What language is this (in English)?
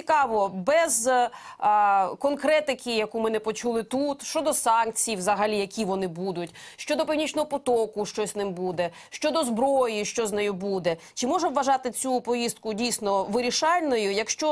Ukrainian